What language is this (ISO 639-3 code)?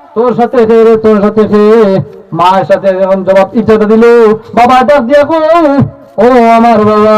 syl